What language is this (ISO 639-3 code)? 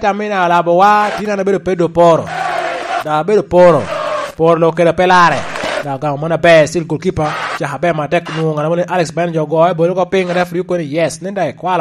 laj